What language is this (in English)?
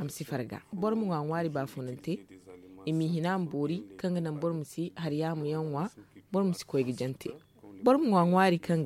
Zarma